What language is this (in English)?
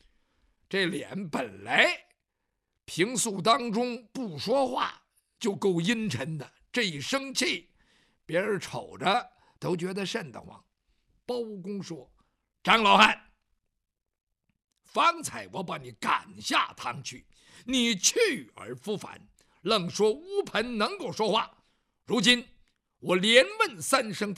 Chinese